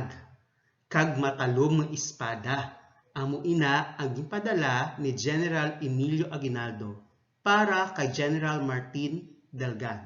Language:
Hiligaynon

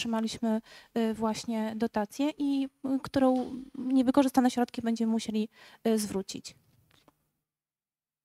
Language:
Polish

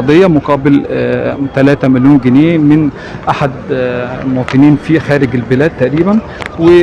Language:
Egyptian Arabic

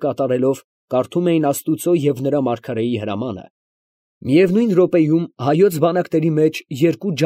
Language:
Armenian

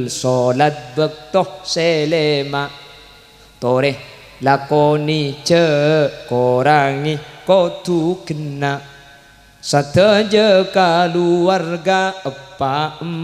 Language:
Madurese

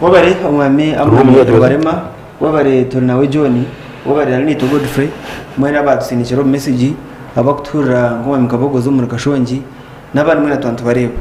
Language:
Nyankole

